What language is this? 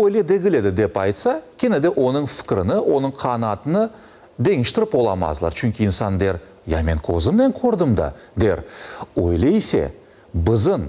Crimean Tatar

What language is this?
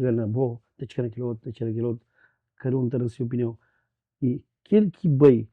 Kabuverdianu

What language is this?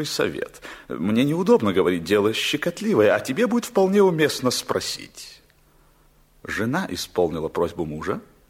Russian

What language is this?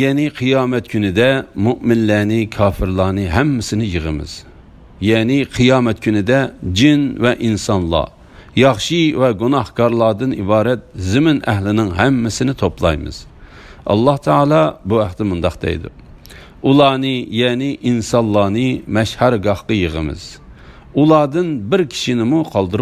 Uyghur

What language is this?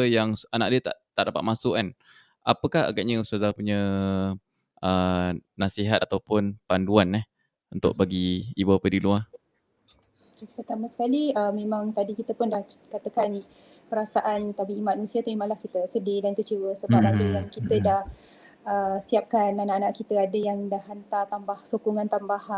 Malay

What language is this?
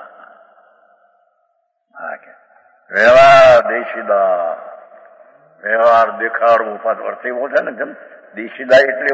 Gujarati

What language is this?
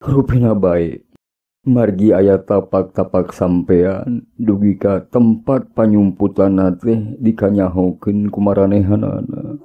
Sundanese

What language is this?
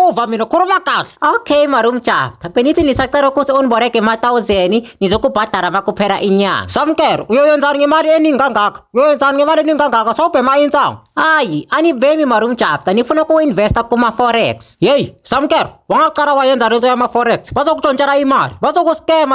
Zulu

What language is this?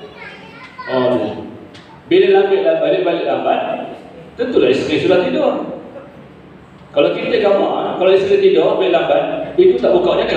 Malay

